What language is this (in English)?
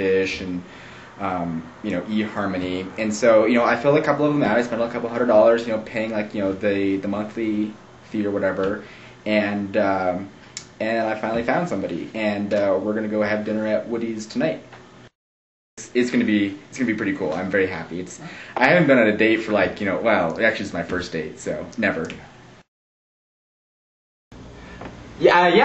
English